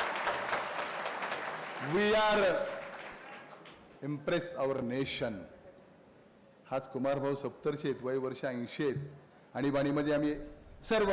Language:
Marathi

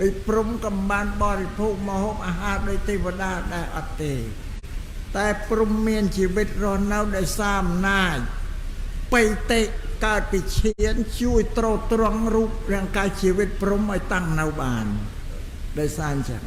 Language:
Khmer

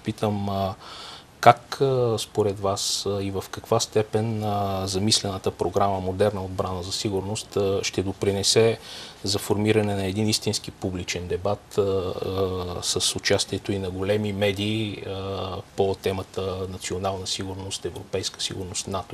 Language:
Bulgarian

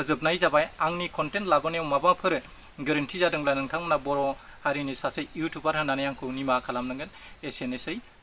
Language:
Bodo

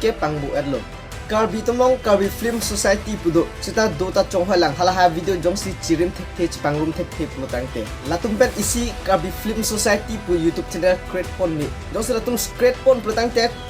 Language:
Karbi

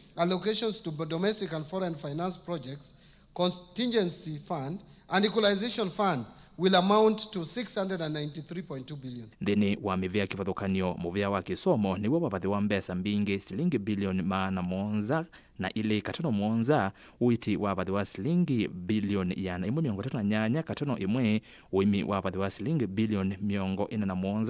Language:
Kamba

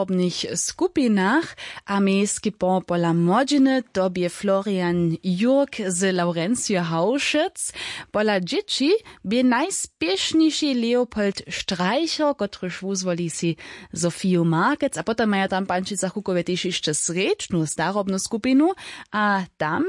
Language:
Upper Sorbian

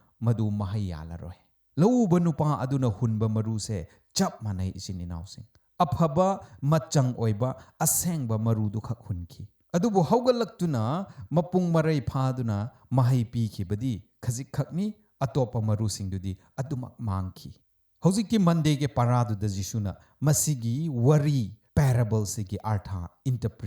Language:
Manipuri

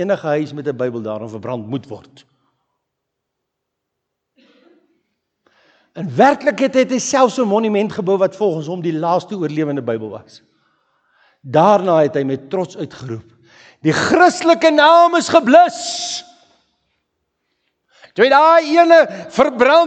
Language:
Afrikaans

